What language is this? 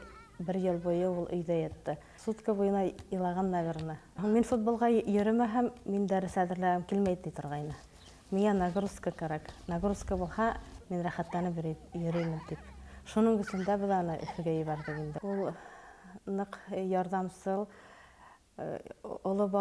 Bashkir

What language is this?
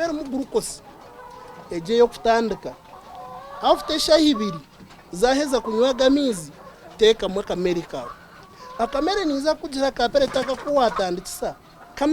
Nyankole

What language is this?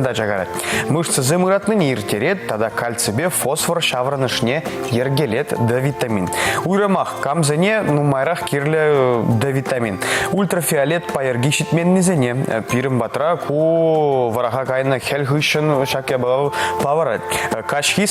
Chuvash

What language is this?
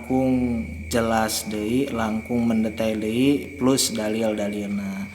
Sundanese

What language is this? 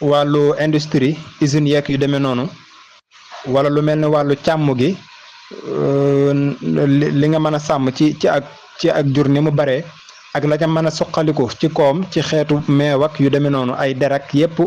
Wolof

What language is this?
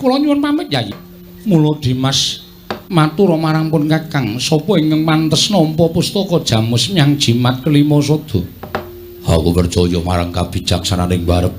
Javanese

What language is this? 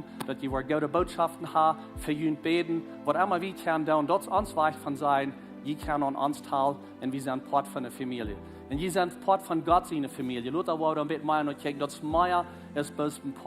Plautdietsch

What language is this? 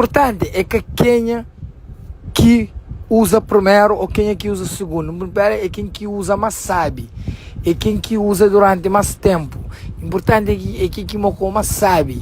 Kabuverdianu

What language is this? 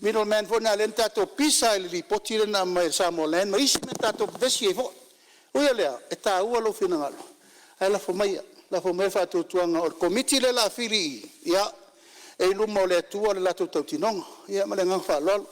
Samoan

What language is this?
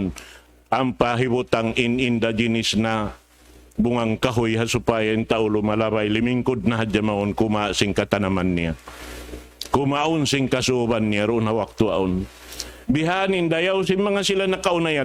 Tausug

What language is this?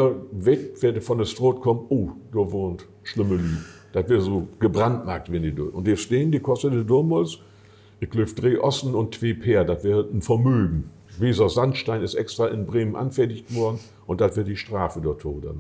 Low German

